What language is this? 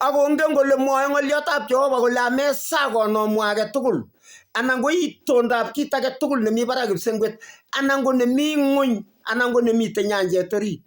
Kalenjin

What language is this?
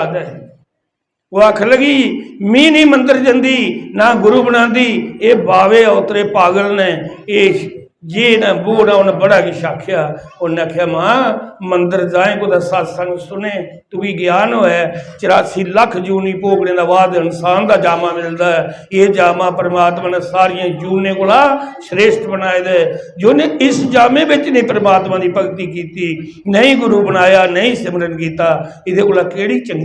Dogri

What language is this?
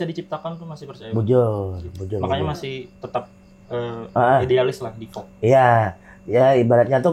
Banjar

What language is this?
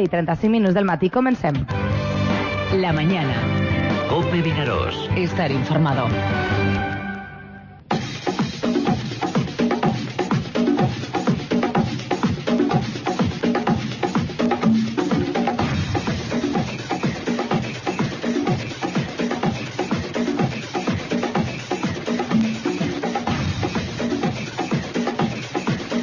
Catalan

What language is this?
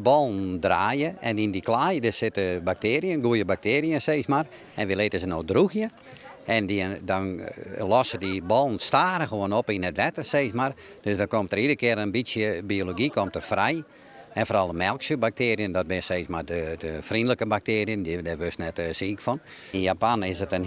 Western Frisian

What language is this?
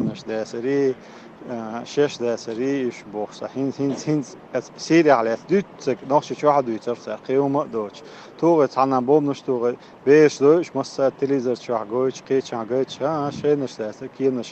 Chechen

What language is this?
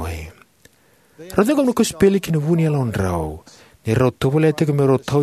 Fijian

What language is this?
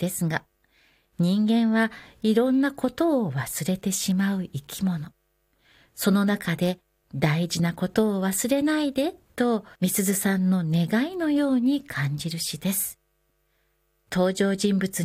Japanese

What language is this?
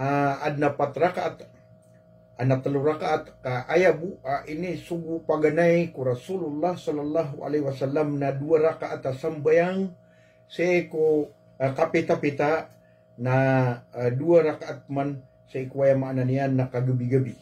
Maranao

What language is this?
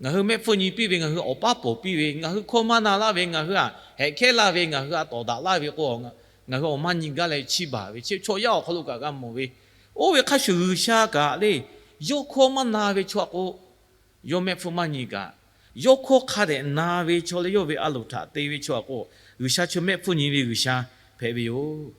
Lahu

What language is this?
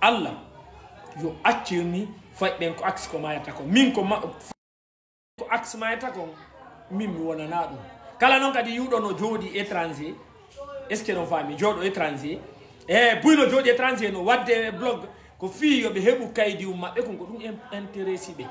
Fula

